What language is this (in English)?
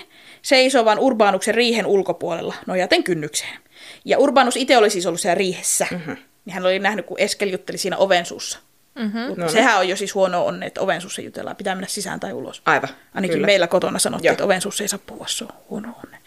Finnish